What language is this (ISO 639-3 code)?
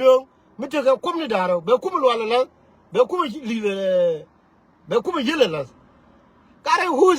nus